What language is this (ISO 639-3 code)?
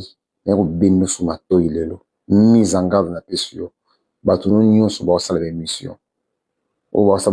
lin